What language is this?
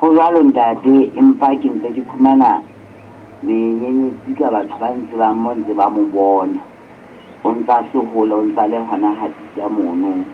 Southern Sotho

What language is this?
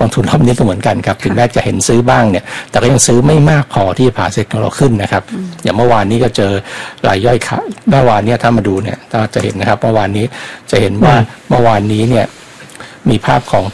Thai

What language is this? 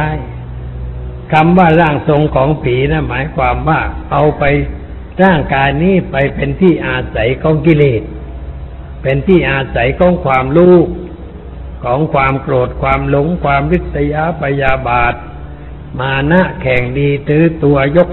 Thai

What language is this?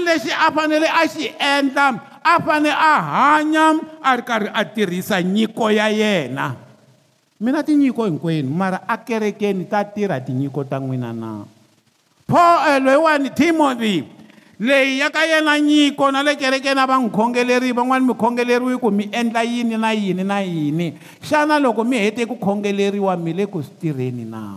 Tsonga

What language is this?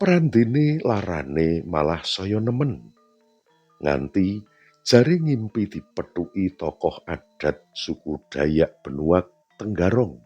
Javanese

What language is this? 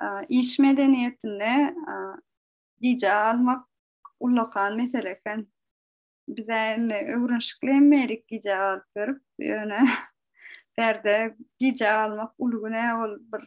Turkmen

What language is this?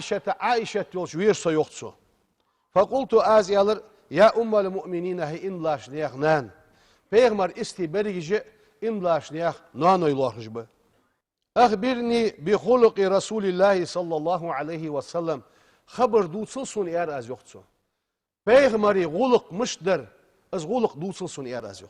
Ingush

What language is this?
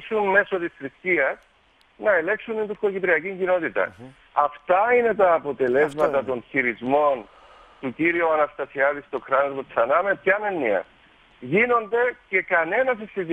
Greek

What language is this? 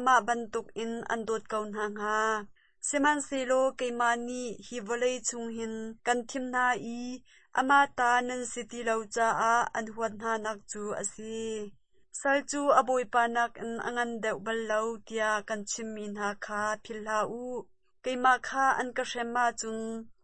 Hakha Chin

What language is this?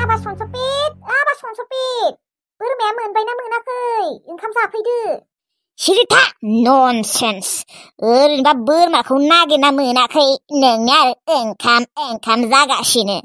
Bodo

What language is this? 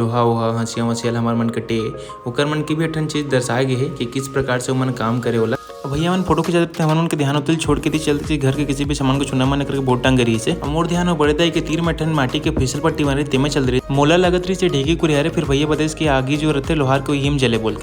Chhattisgarhi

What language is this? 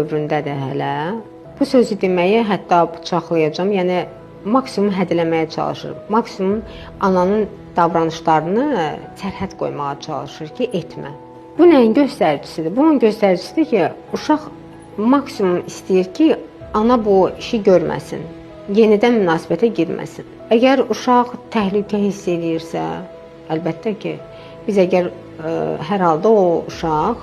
Azerbaijani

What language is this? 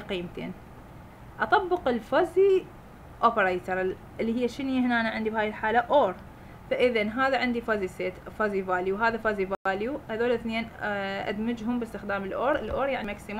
Mesopotamian Arabic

